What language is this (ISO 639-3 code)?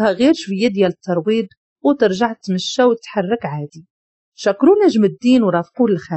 ary